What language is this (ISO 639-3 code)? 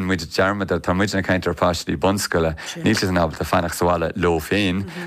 gle